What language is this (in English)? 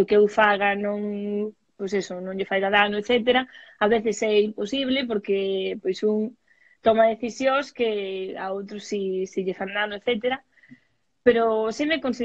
Galician